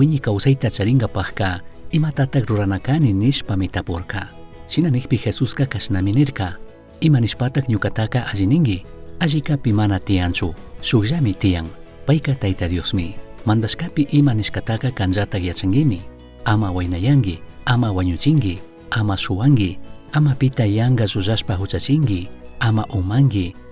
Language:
Chimborazo Highland Quichua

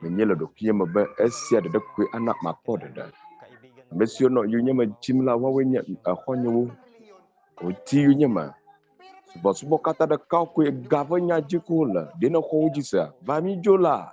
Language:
Ewe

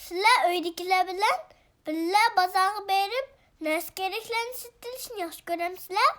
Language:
Uyghur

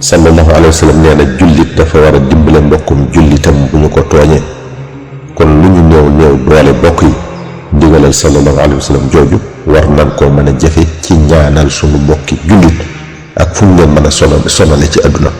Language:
Wolof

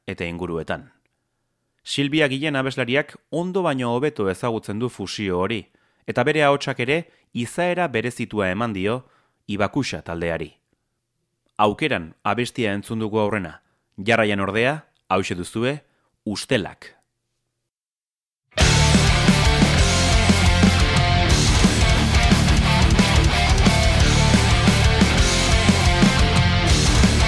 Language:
Basque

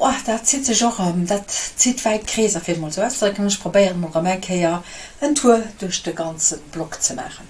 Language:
Luxembourgish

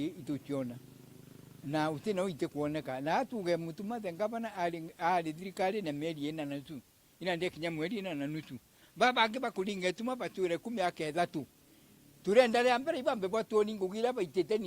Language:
Meru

